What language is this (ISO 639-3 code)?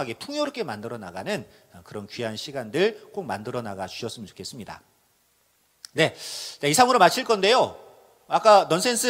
kor